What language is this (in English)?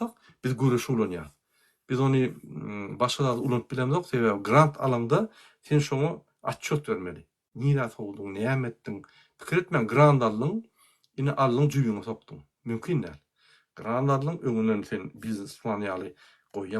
Turkmen